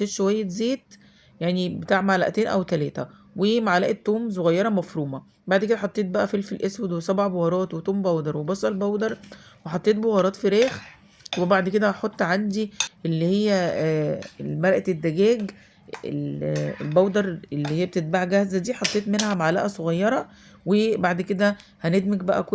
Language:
Egyptian Arabic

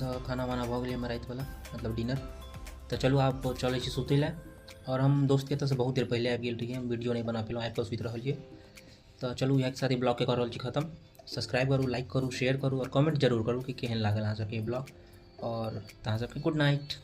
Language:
Maithili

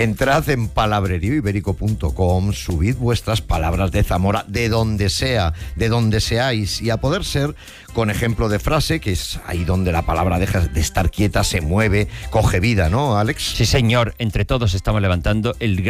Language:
Spanish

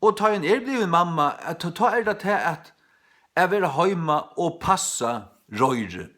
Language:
Faroese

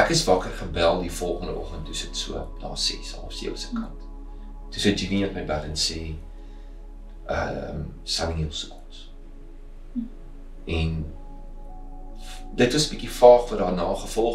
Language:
Afrikaans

